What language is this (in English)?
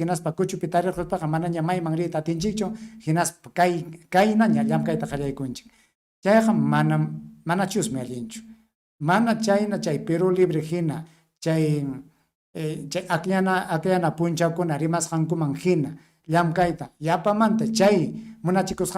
Ayacucho Quechua